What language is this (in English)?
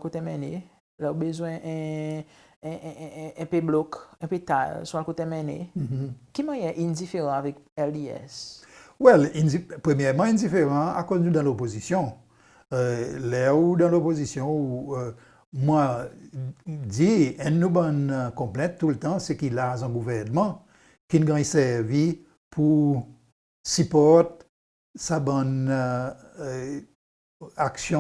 Seselwa Creole French